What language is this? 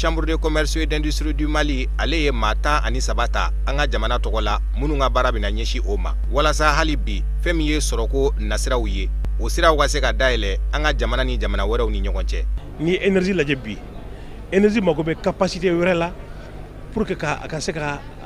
Bambara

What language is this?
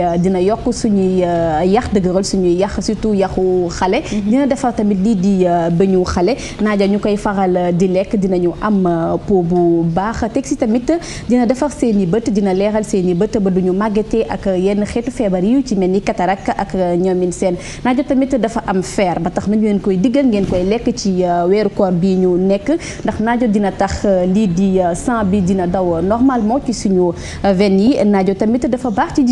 Wolof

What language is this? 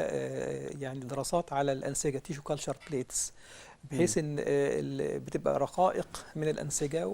Egyptian Arabic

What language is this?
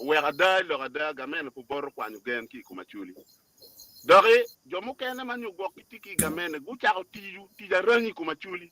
Acoli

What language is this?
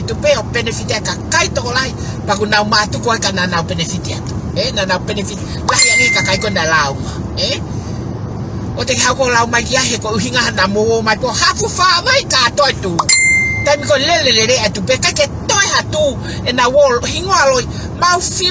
Tongan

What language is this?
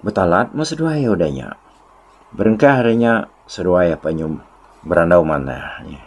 Iban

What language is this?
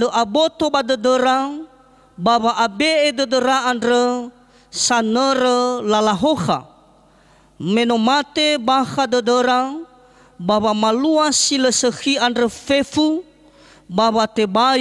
Nias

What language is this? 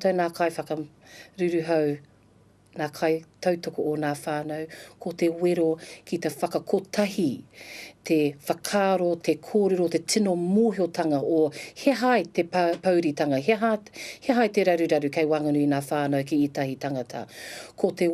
Māori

